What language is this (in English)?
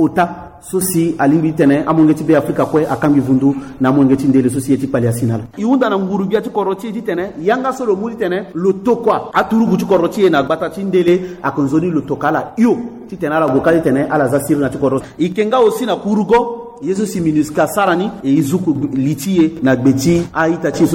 Sango